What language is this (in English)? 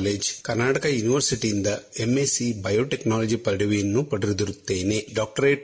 Kannada